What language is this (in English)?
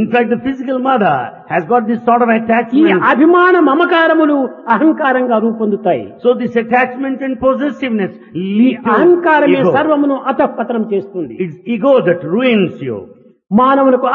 Telugu